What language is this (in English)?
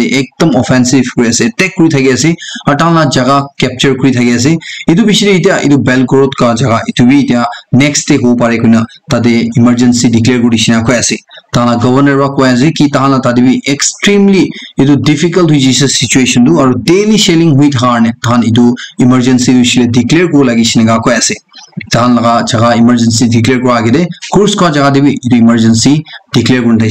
Naga Pidgin